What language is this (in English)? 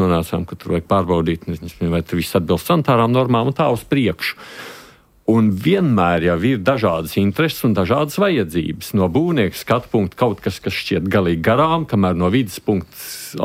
Latvian